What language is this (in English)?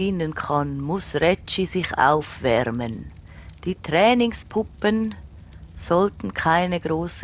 Swiss German